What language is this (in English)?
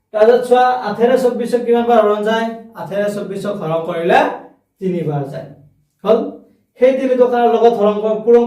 Assamese